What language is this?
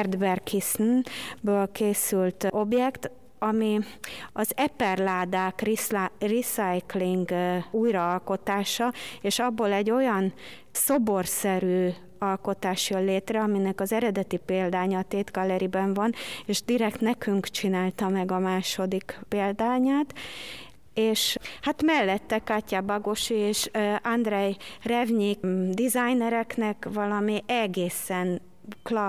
Hungarian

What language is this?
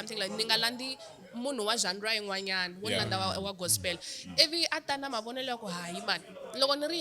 Tsonga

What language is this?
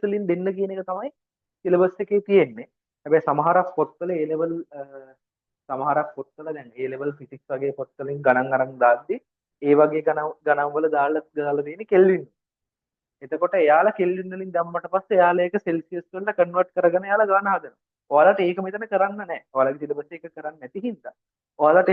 Sinhala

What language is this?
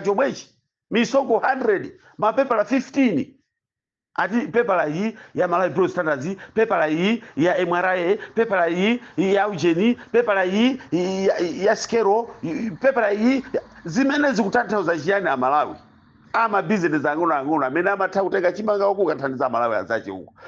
Nyanja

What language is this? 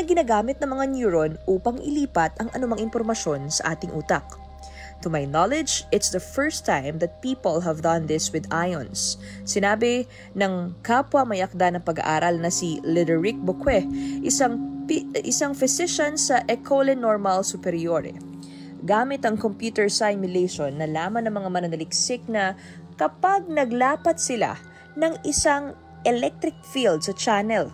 Filipino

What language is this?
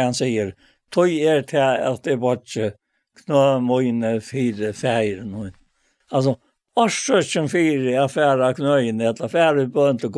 Faroese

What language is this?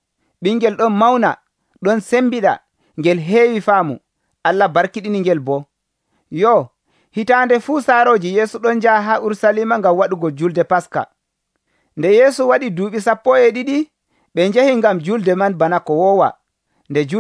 Nigerian Fulfulde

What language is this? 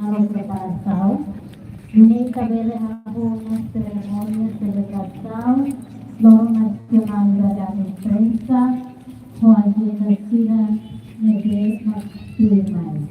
Tetum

